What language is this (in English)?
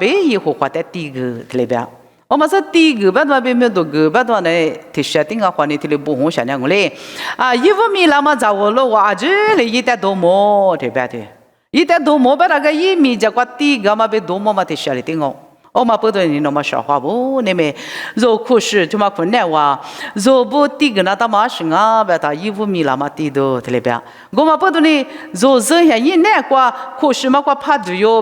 Lisu